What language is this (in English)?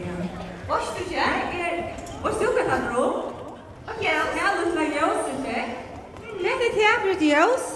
Faroese